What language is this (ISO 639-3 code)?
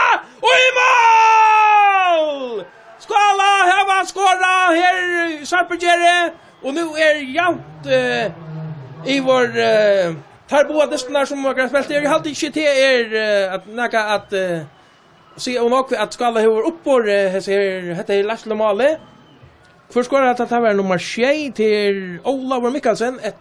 fao